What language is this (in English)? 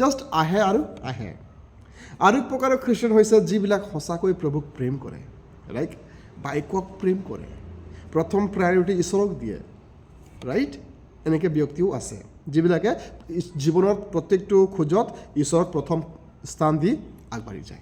Assamese